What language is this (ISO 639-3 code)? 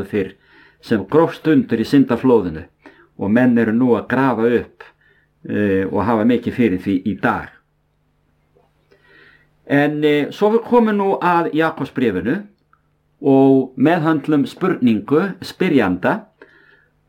isl